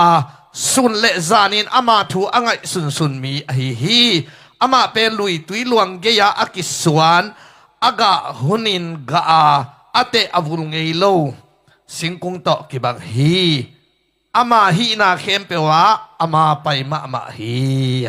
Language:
Tedim Chin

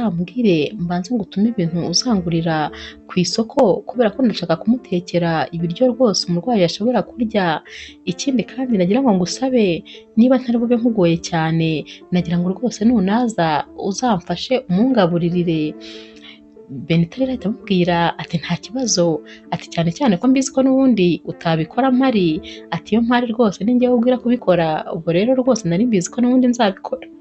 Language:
Kinyarwanda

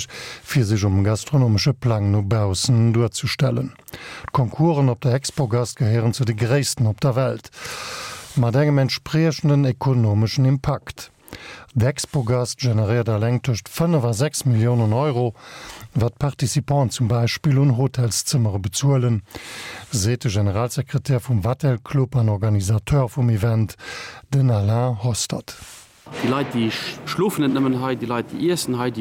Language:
Luxembourgish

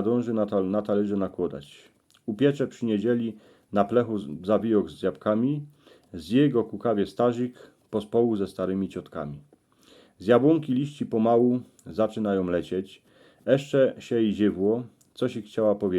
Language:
Silesian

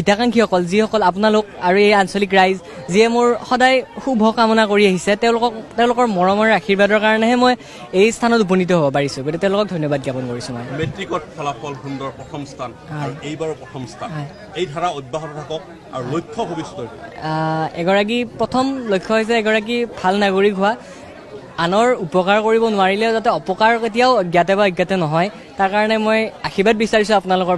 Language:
Assamese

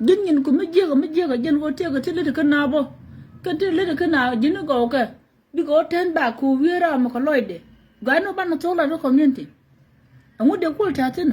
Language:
Nuer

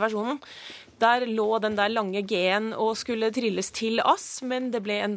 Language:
Norwegian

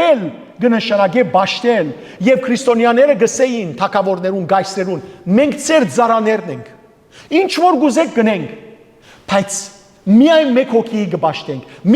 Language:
Western Armenian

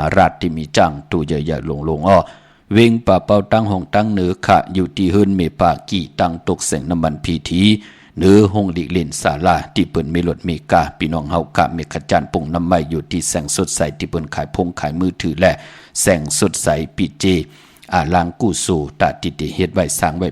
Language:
Shan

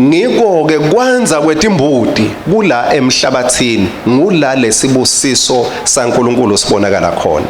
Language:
Swati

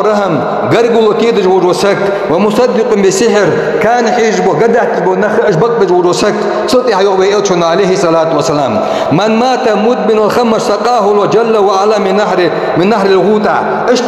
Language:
Ingush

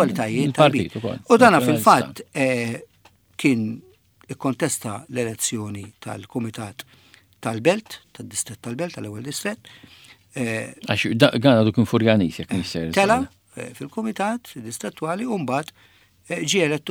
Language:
Maltese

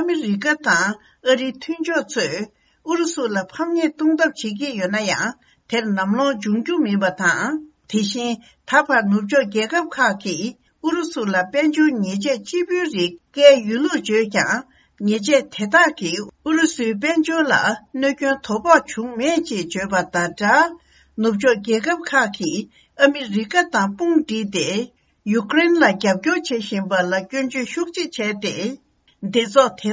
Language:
Tibetan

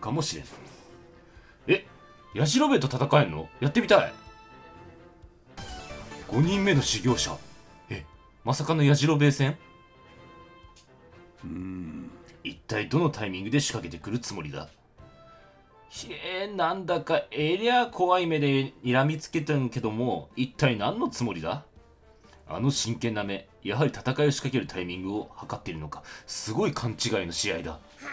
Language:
Japanese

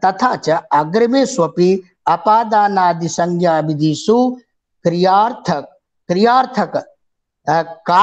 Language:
Sanskrit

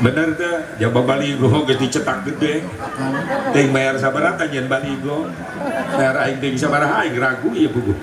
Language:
Sundanese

